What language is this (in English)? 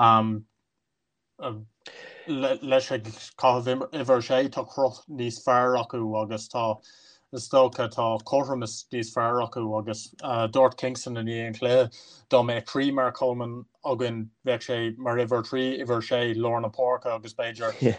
Irish